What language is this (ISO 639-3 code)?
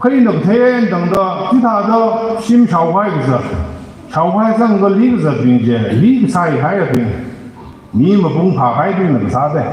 nmf